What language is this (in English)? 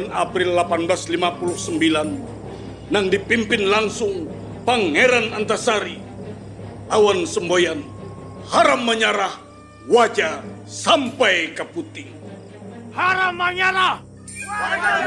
Banjar